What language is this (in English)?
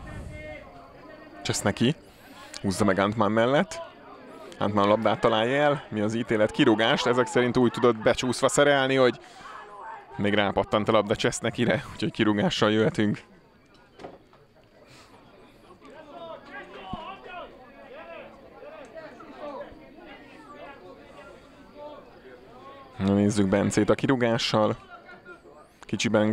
Hungarian